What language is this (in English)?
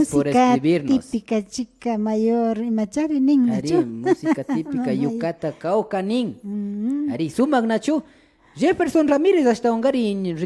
Imbabura Highland Quichua